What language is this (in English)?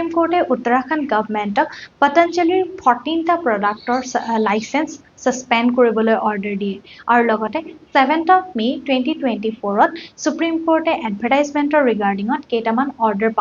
Assamese